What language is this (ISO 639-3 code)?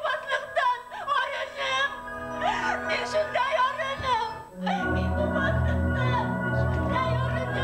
bak